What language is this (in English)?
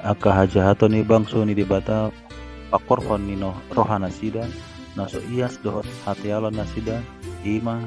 Batak Toba